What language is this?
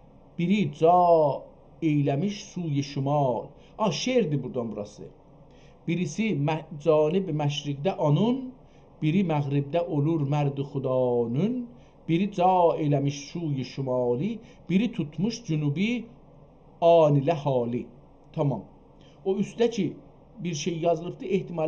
South Azerbaijani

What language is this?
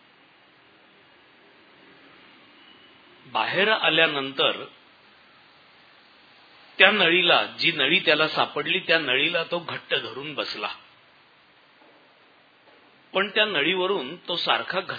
Marathi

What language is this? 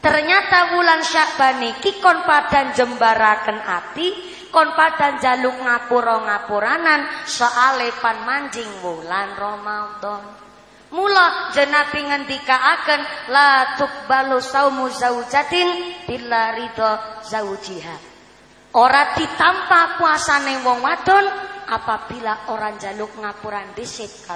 Javanese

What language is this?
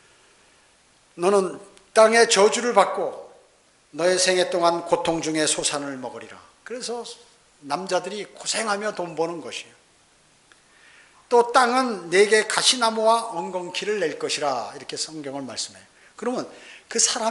Korean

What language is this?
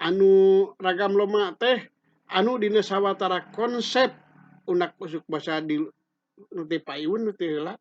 Sundanese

